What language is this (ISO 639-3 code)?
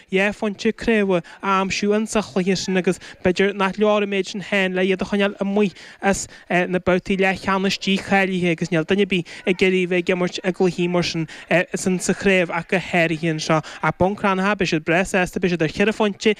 gle